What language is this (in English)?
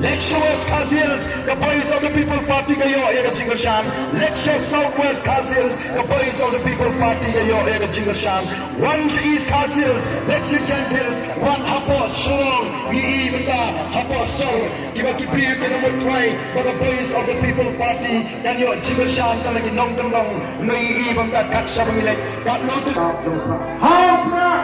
Khasi